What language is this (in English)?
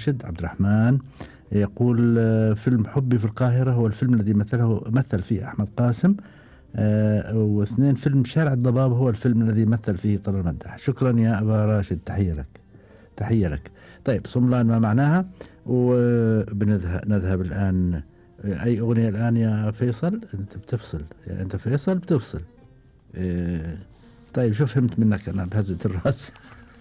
Gulf Arabic